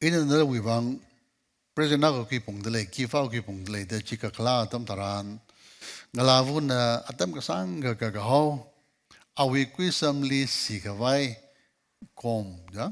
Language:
Tangkhul Naga (India)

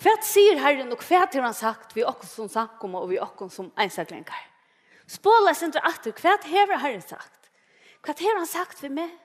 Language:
Faroese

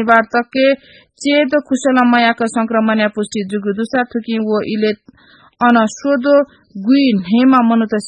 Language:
Newari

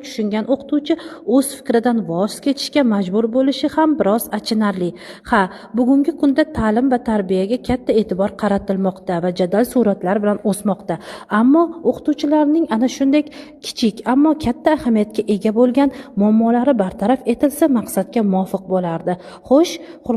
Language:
Uzbek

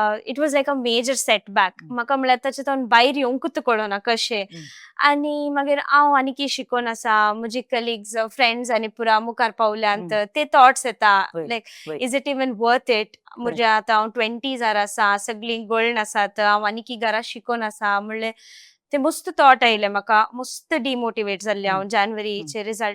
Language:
Konkani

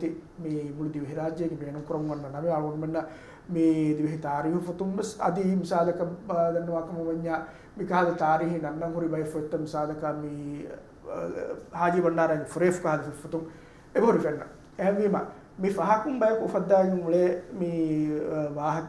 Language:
Divehi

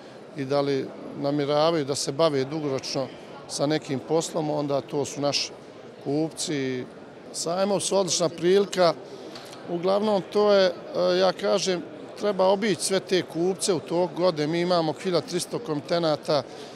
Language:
Serbian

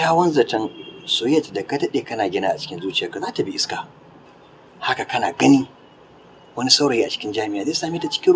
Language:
Hausa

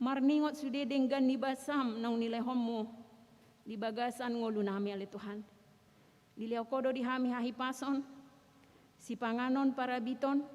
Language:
Batak Toba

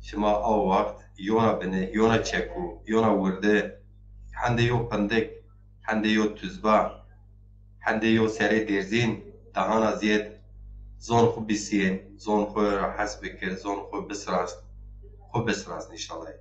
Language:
Zaza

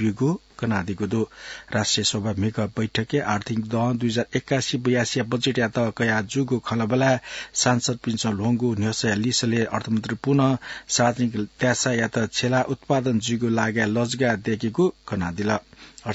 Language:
Newari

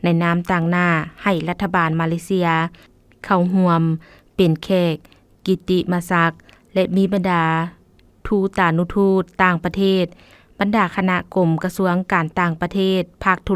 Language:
Lao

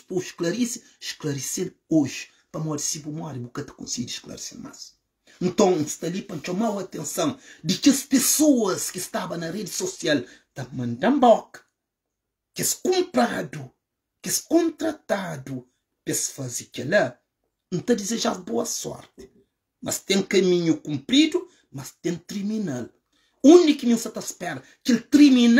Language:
Kabuverdianu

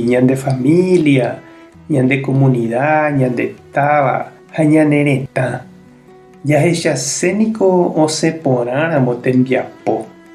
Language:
Guarani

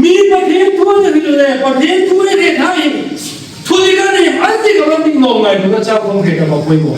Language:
Hmar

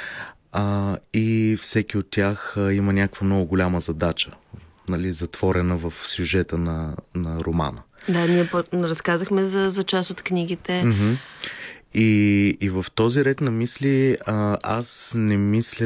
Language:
Bulgarian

